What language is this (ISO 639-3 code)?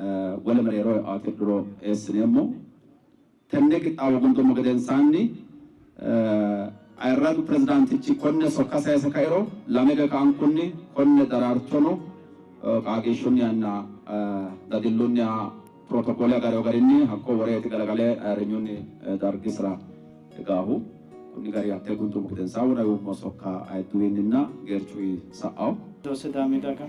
sid